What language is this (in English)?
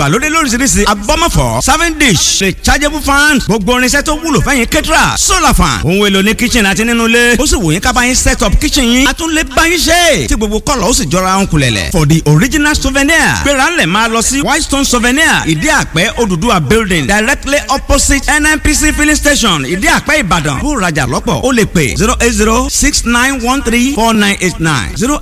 Yoruba